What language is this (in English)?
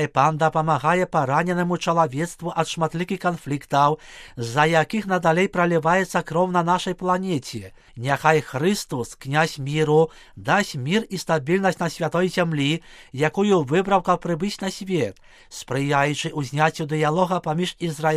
Belarusian